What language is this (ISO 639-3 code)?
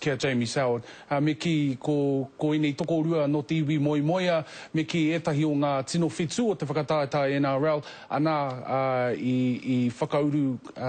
mri